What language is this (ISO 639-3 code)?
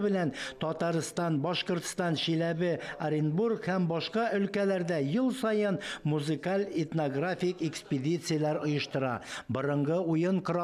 tat